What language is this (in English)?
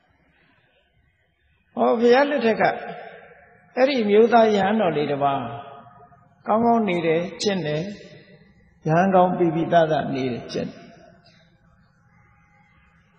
Burmese